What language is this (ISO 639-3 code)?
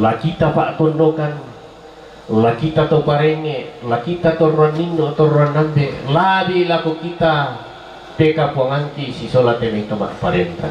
sda